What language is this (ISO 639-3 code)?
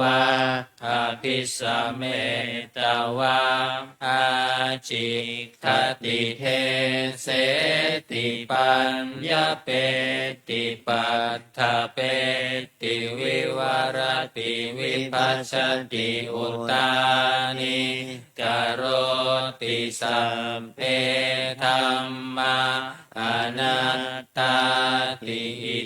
pli